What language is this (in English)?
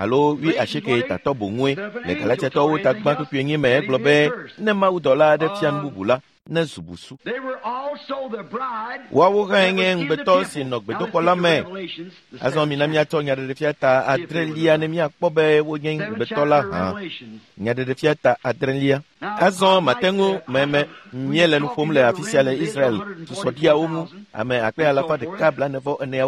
Ewe